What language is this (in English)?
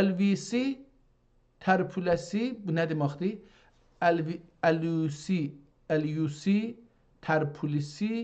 South Azerbaijani